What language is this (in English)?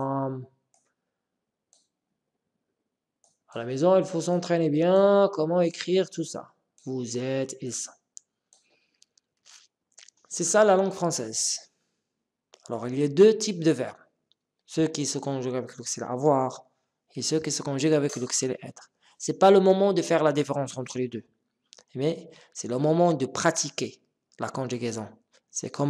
French